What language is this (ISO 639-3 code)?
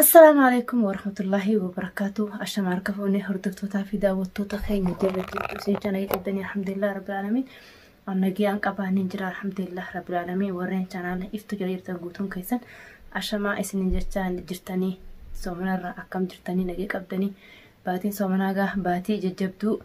orm